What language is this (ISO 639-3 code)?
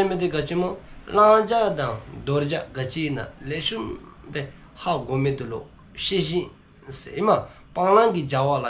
dzo